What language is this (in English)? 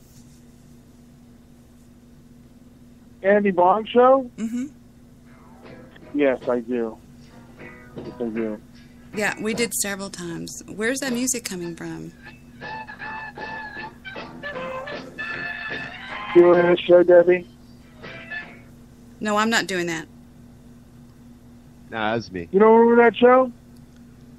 English